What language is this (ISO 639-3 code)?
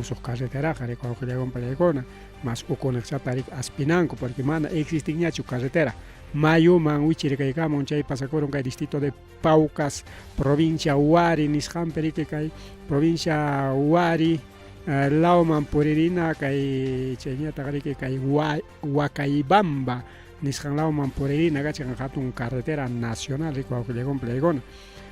quy